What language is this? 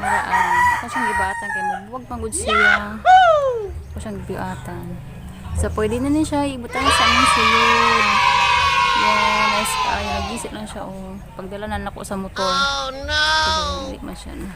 Cebuano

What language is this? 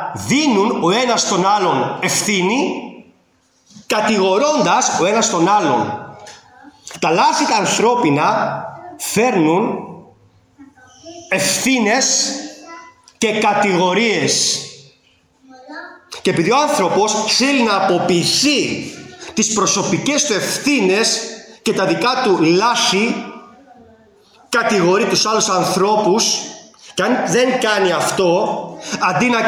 Greek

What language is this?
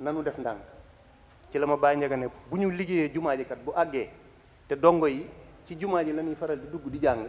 Wolof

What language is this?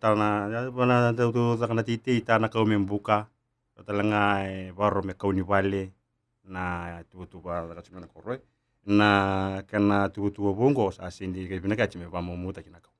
Fijian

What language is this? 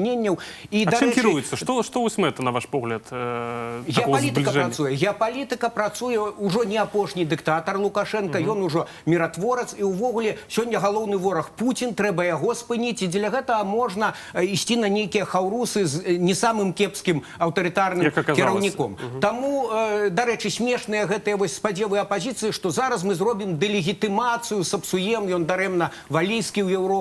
Belarusian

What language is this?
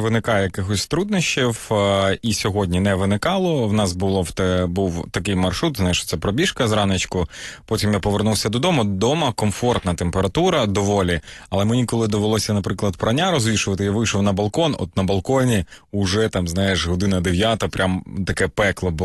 Ukrainian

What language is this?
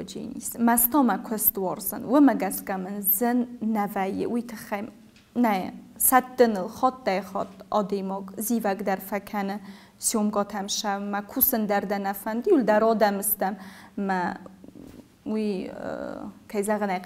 Ossetic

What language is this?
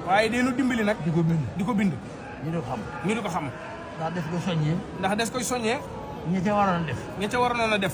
Wolof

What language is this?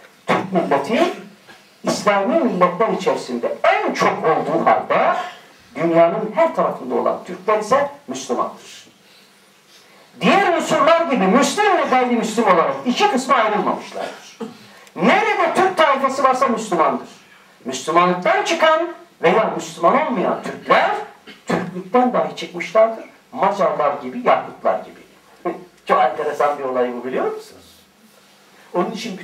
Turkish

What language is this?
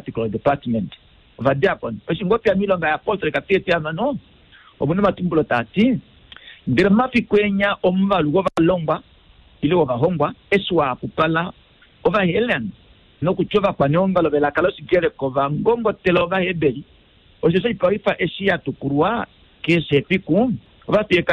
Kuanyama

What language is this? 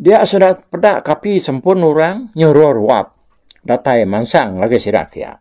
Iban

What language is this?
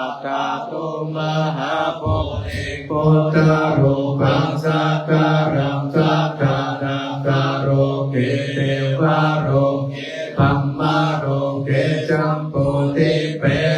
Pali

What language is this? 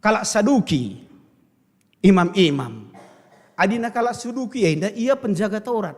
Batak Karo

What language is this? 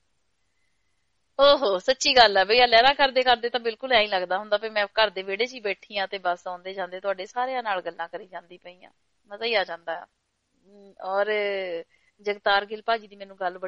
Punjabi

